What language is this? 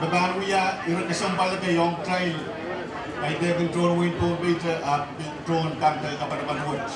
Pohnpeian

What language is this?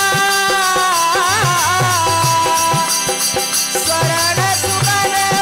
Bhojpuri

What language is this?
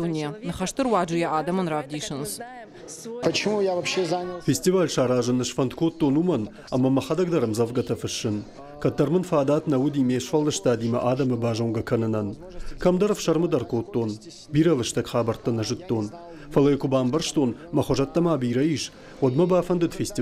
Ossetic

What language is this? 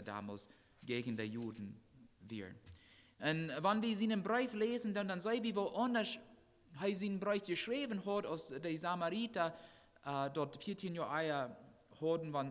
Plautdietsch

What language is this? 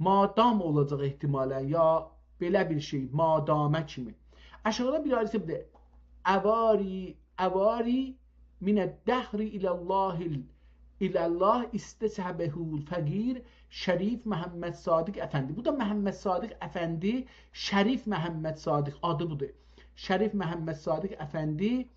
South Azerbaijani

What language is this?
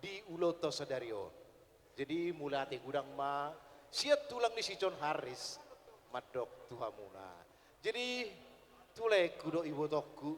Batak Toba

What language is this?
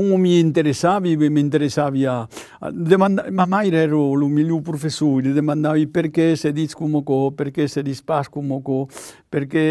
Occitan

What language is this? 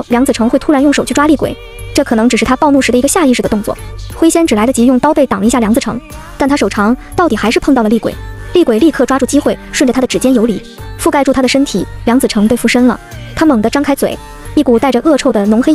Chinese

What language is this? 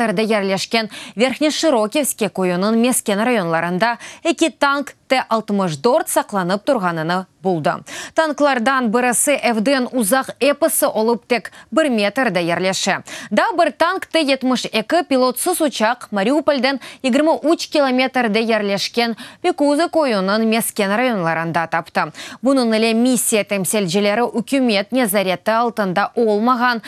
Crimean Tatar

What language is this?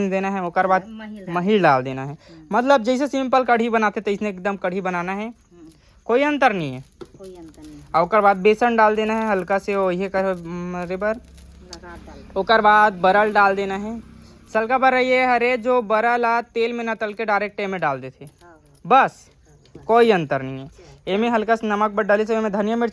Chhattisgarhi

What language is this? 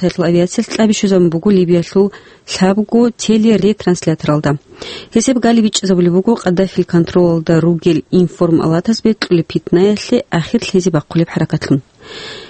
Avaric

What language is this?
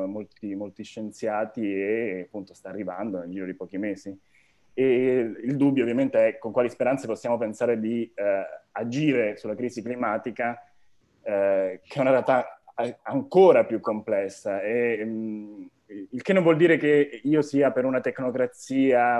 Italian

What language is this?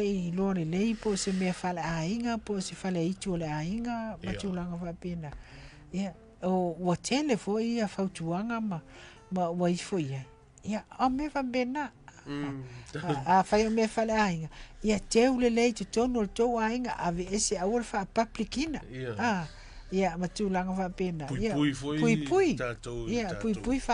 Samoan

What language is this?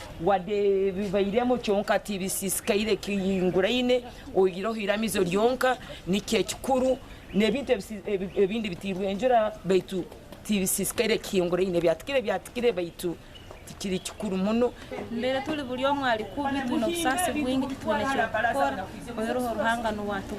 Nyankole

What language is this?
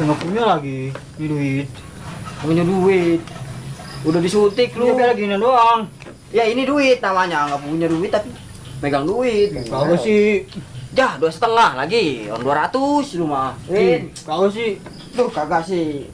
Betawi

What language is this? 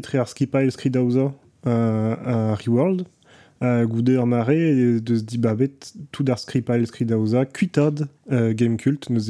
Breton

